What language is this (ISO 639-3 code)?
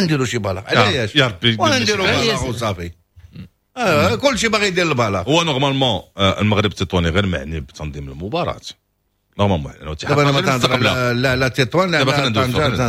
ary